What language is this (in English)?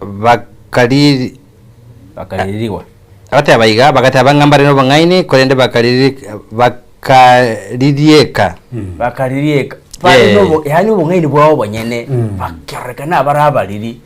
Gusii